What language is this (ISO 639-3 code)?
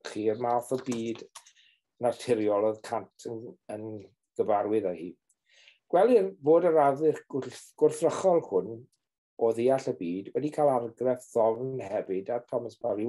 cym